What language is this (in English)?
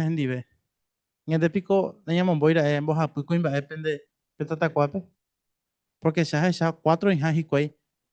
Guarani